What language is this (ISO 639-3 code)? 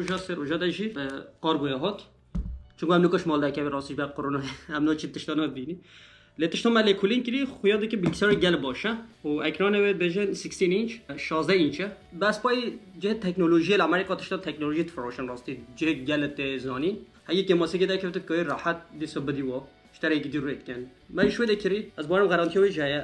kur